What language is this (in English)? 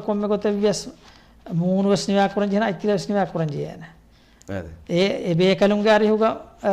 Divehi